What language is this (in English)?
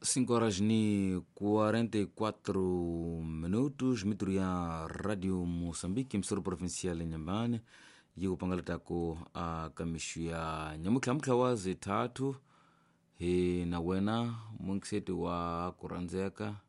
Tsonga